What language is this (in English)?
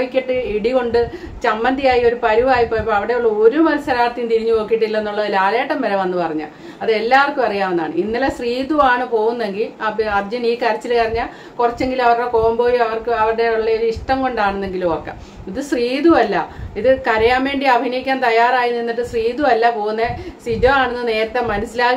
Malayalam